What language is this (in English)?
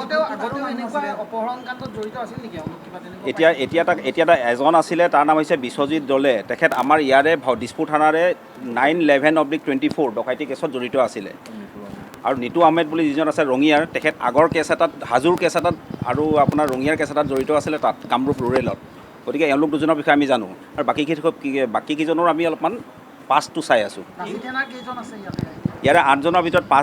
Assamese